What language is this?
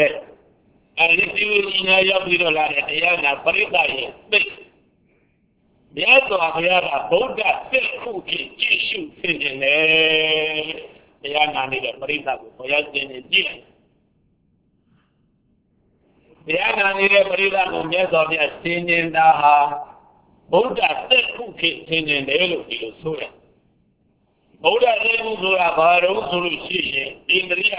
Burmese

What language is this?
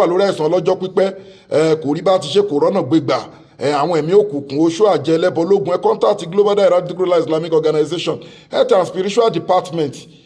Yoruba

